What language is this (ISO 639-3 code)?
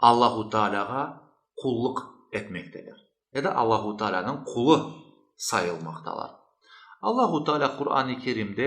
crh